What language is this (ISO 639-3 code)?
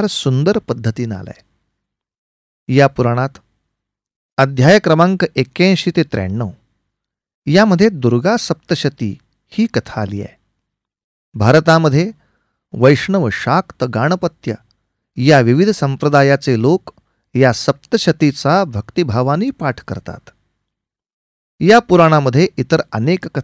mar